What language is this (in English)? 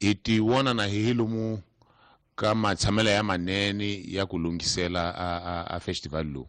Tsonga